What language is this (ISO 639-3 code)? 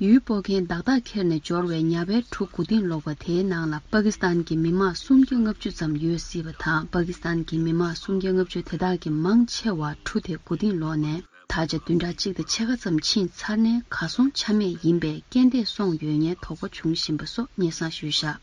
bod